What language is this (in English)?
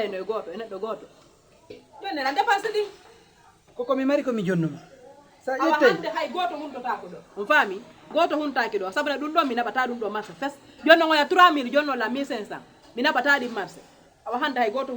Fula